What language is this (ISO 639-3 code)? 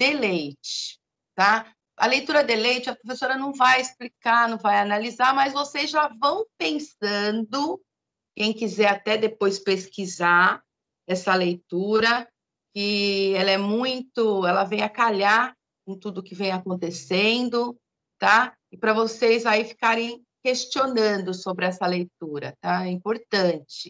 por